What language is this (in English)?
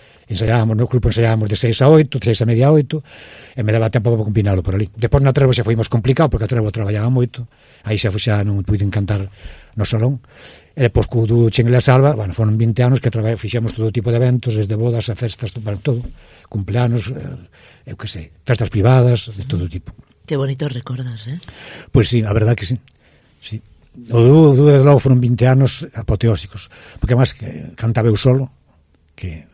Galician